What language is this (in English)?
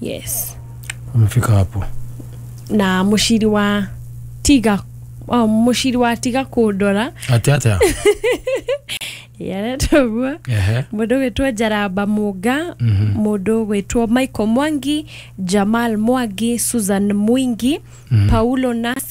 Kikuyu